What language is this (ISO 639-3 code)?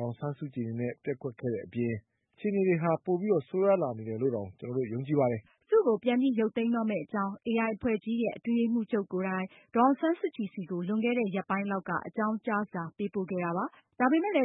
mya